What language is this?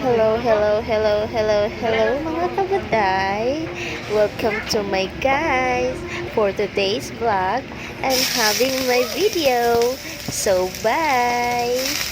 Cebuano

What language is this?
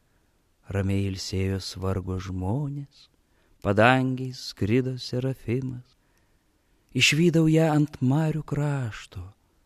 Lithuanian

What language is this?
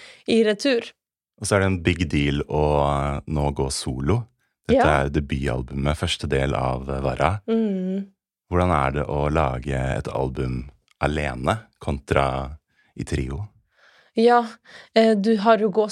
Norwegian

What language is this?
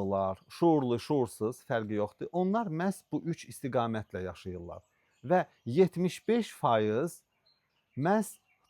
Azerbaijani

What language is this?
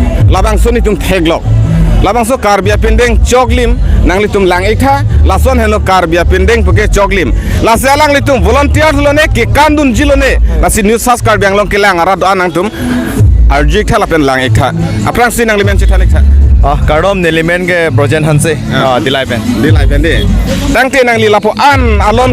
Karbi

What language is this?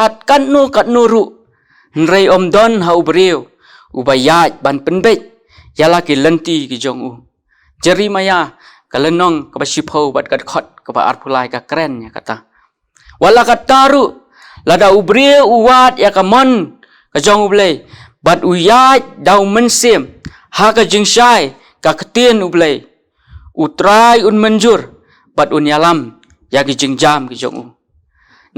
Khasi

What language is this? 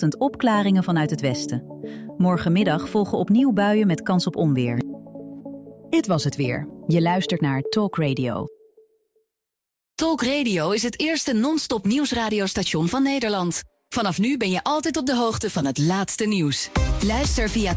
Dutch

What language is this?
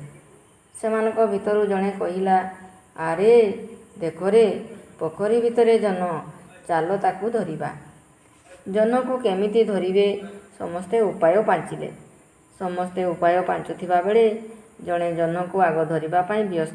Odia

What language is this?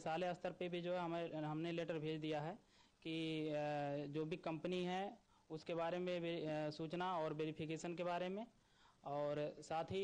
Hindi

